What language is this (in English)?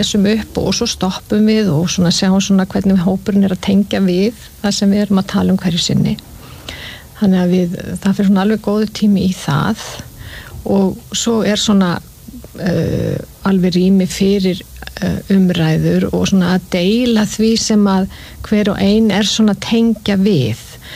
Icelandic